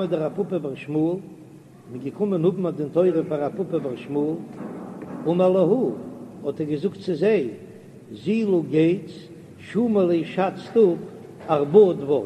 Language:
Yiddish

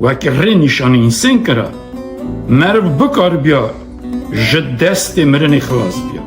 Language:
Kurdish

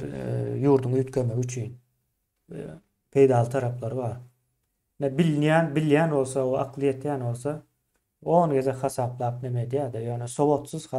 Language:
Turkmen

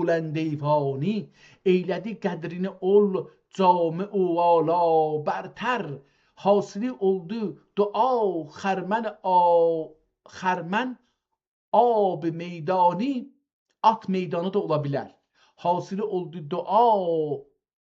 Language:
South Azerbaijani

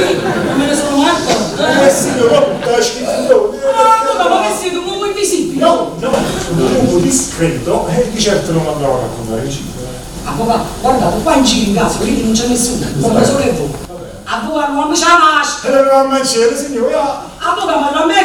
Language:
Neapolitan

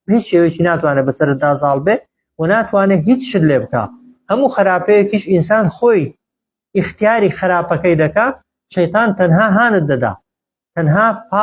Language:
Central Kurdish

